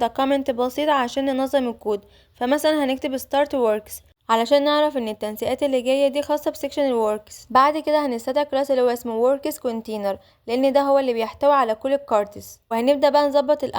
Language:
Egyptian Arabic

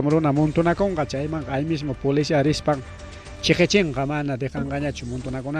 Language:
Ayacucho Quechua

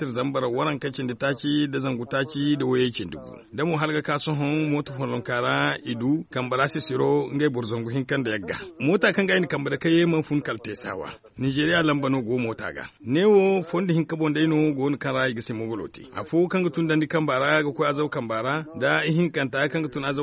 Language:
Zarma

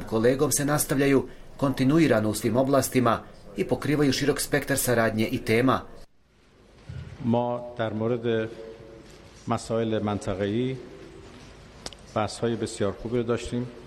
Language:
Bosnian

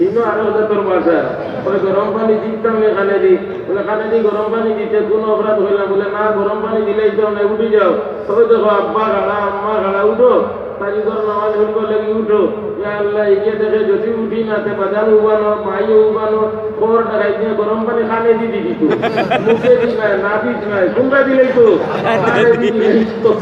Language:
Sylheti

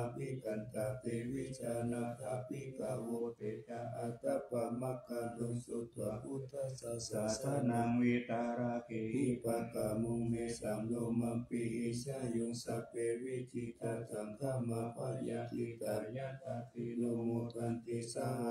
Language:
Pali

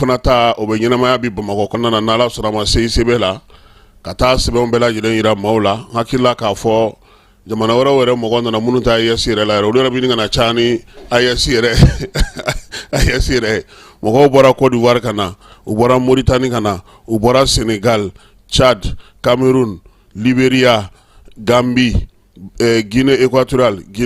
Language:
Bambara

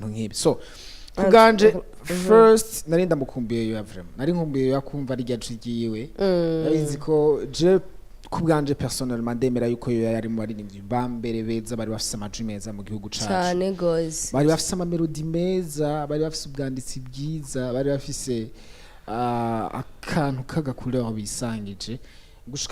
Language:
Rundi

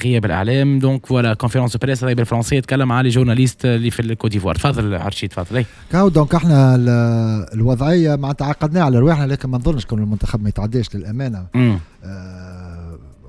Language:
Tunisian Arabic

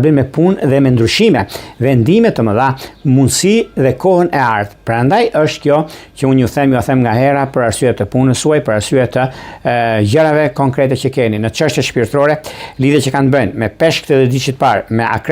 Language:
Albanian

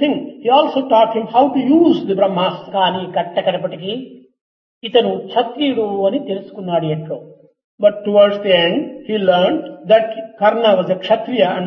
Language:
Telugu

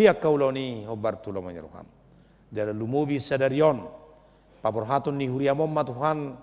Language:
Batak Toba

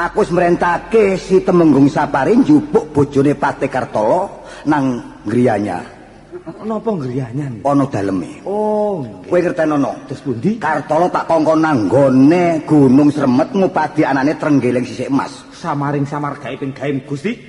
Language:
Javanese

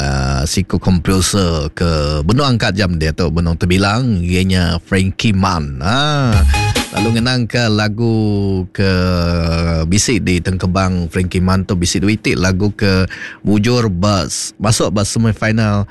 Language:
Iban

